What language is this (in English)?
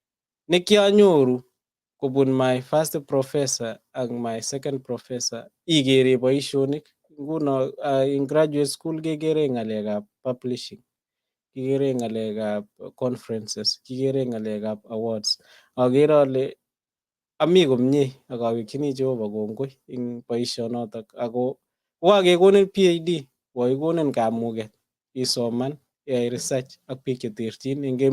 Kalenjin